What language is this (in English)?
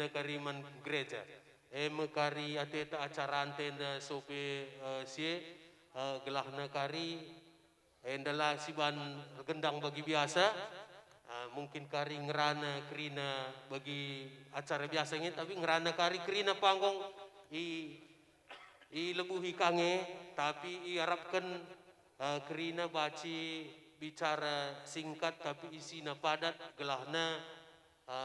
Batak Karo